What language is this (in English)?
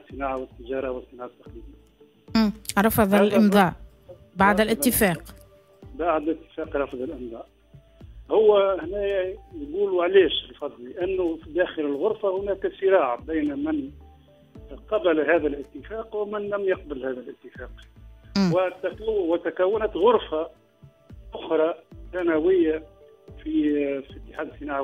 Tunisian Arabic